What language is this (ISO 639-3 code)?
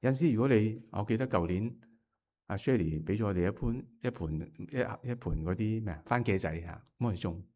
yue